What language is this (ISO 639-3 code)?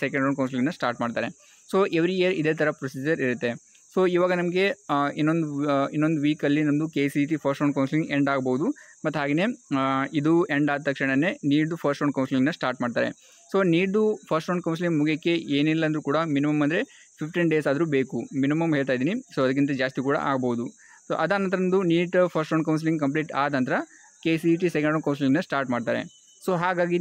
kan